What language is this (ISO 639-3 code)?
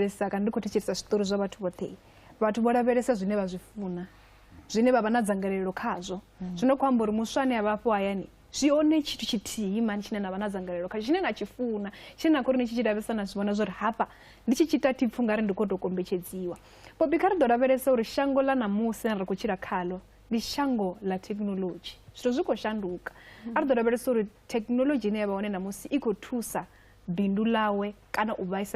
ven